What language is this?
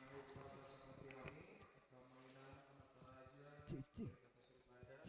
Batak Toba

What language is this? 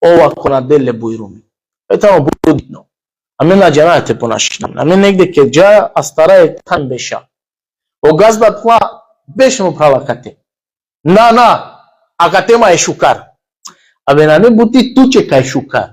Balkan Romani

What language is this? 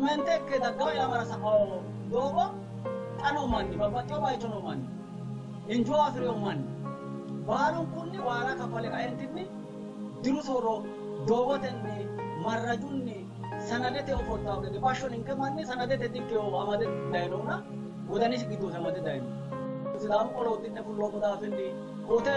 Sidamo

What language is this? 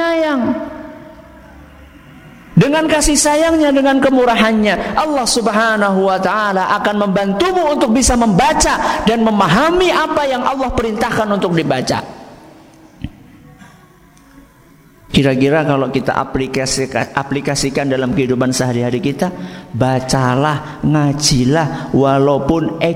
Indonesian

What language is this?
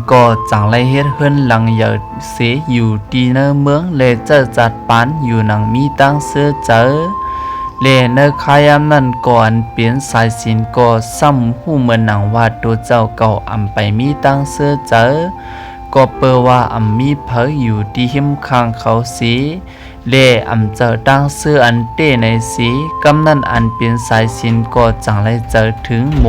Shan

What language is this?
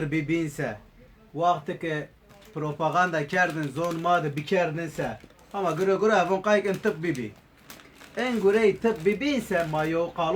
Zaza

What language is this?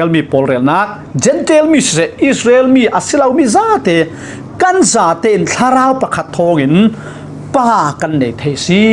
Falam Chin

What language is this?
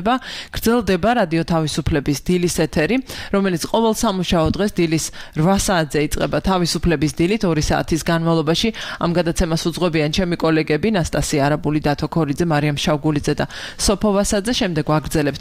Georgian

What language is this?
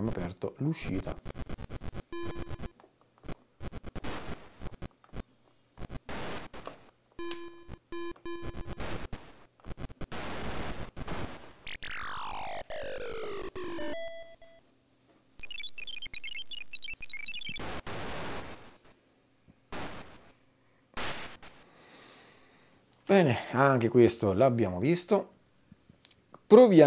Italian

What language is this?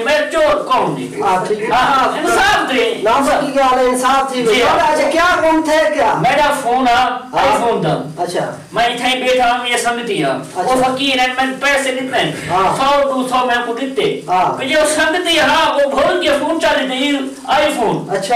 Saraiki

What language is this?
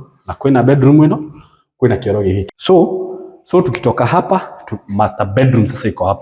Kikuyu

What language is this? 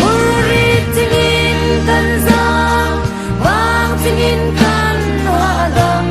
Falam Chin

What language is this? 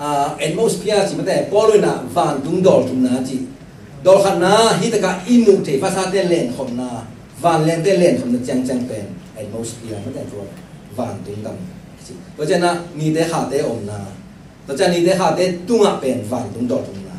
Tedim Chin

